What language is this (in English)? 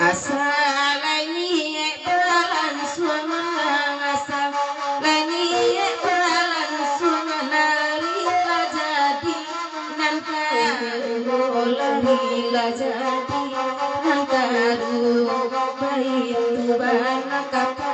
Minangkabau